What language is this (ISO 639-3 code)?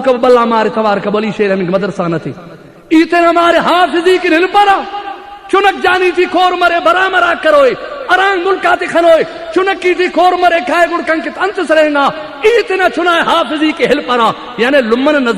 brh